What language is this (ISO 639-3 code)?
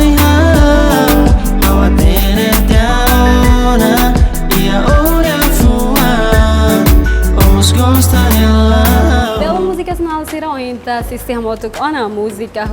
tet